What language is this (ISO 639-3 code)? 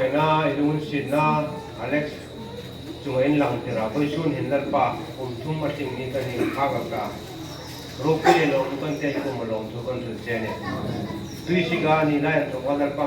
hmr